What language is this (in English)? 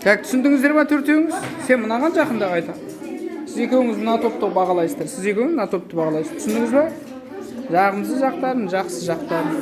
Kazakh